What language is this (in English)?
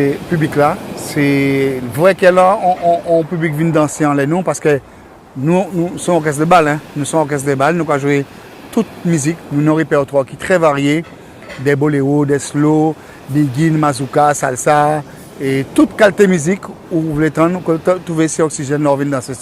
Guadeloupean Creole French